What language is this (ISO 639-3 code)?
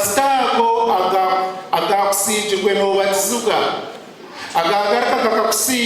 nyn